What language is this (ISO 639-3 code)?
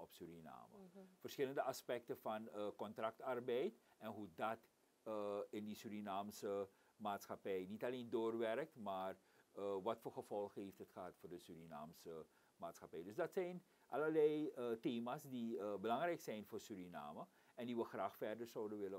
nld